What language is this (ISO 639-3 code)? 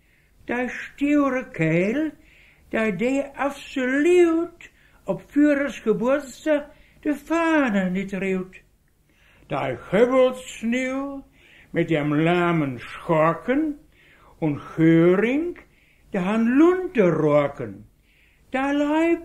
wep